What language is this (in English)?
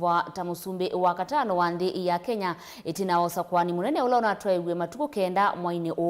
Kamba